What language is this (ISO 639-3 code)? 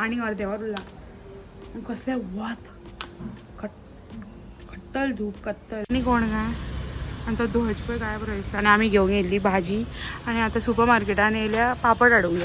kok